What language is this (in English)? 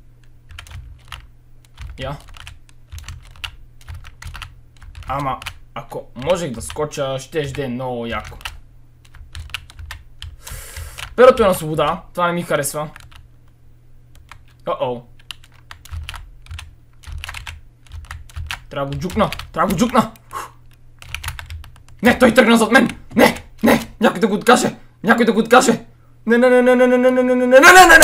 Bulgarian